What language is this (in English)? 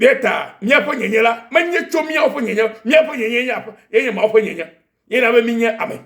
Ewe